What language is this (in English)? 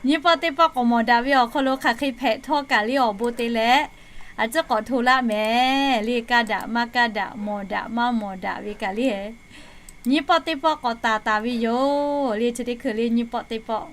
Lahu